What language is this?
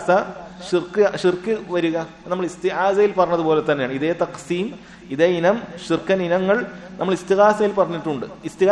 Malayalam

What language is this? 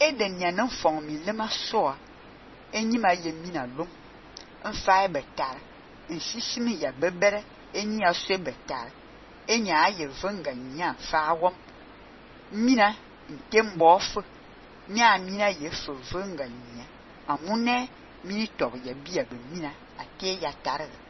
Fang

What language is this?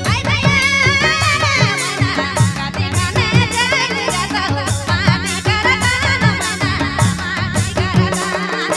Sadri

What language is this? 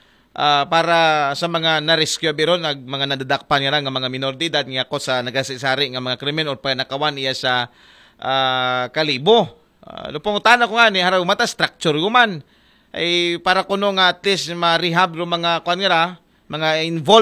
Aklanon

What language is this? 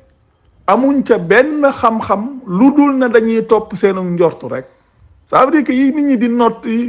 Wolof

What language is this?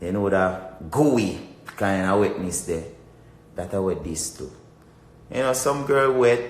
Jamaican Creole English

